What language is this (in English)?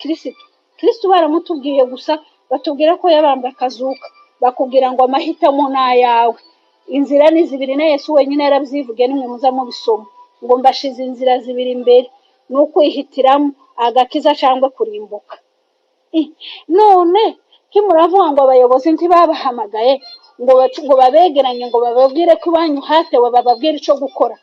Kinyarwanda